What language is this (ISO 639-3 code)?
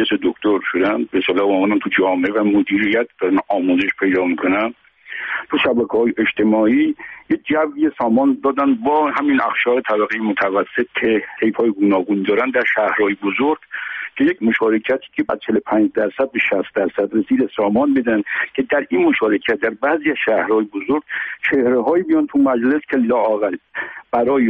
fas